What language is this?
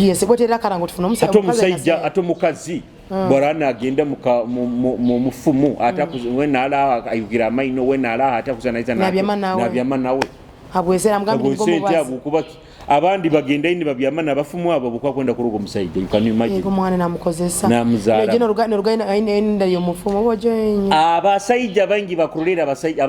Nyoro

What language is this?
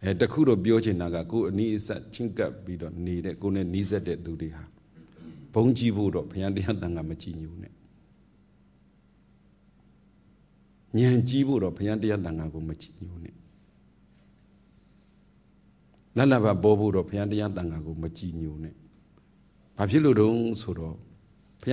Burmese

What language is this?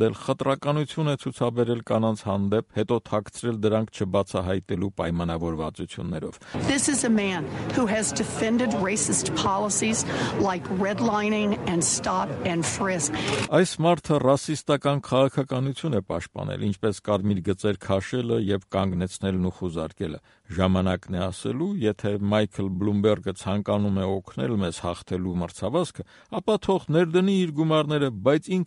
Armenian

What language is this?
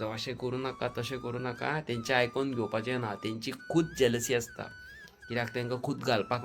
Konkani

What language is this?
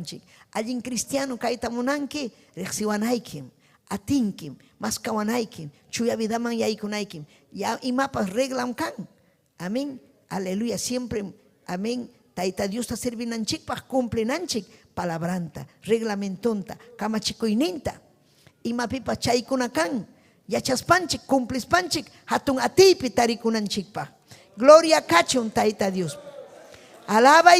Ayacucho Quechua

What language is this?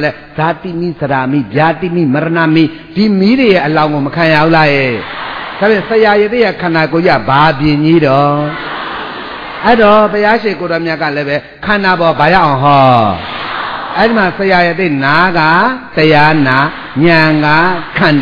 Burmese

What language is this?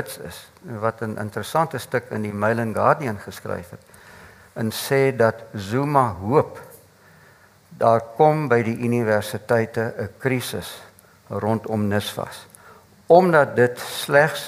Afrikaans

